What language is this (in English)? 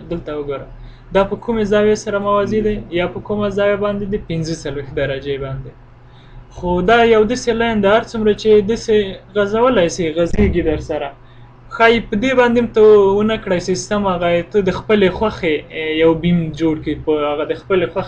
Pashto